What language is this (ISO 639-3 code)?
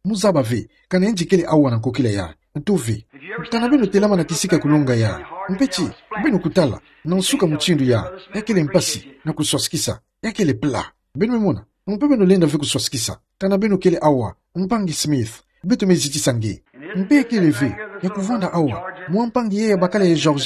ktu